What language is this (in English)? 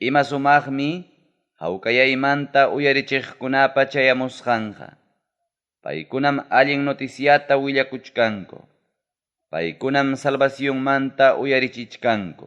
Ayacucho Quechua